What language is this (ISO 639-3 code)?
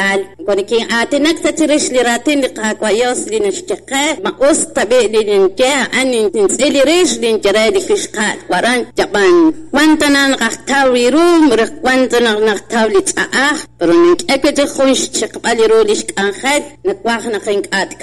kek